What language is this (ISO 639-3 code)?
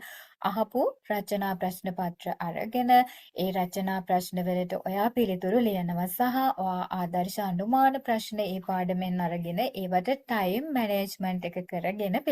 sin